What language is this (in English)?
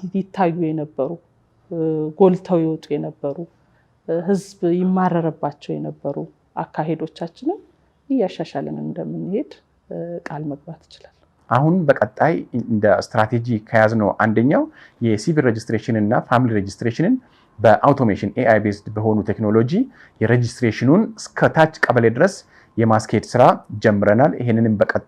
Amharic